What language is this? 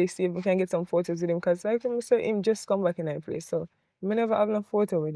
Jamaican Creole English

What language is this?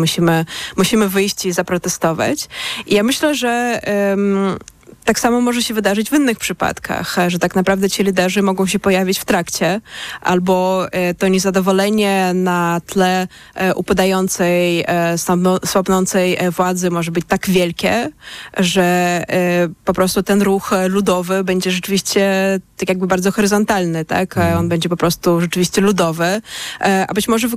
Polish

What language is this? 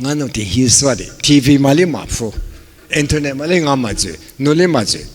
Lisu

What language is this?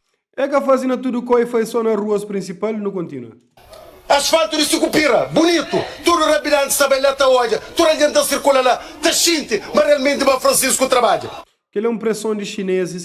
Kabuverdianu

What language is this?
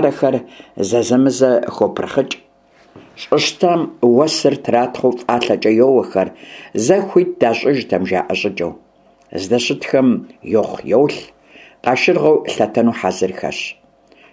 Kabardian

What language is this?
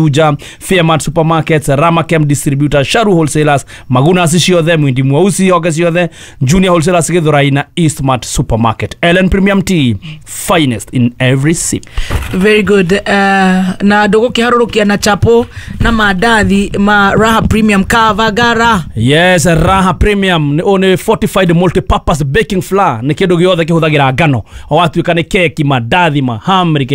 Kikuyu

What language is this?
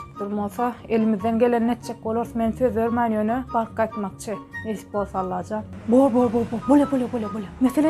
Turkmen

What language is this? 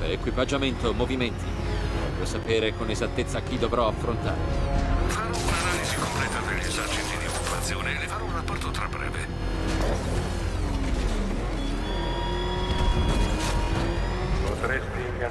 Italian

